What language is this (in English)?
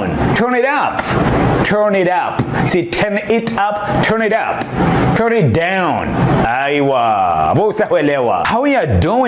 Ngazidja Comorian